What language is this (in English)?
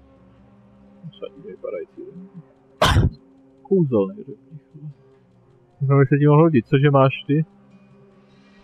Czech